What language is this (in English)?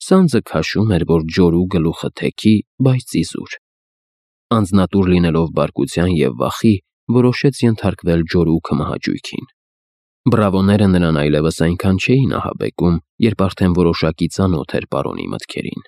Armenian